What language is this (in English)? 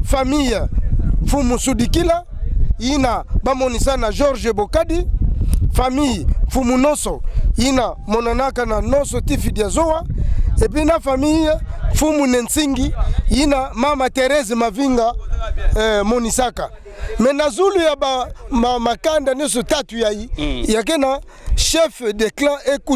Kituba (Democratic Republic of Congo)